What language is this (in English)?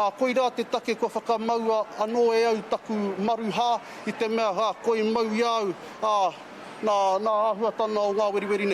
Māori